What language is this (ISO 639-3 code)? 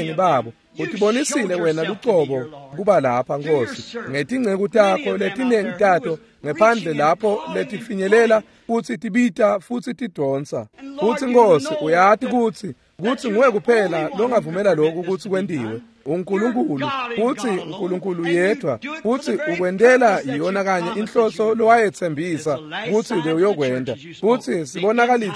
ssw